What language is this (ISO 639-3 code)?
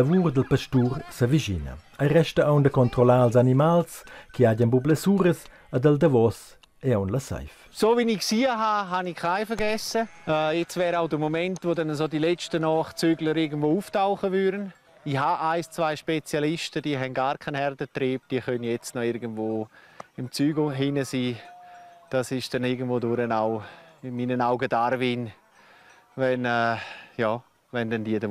roh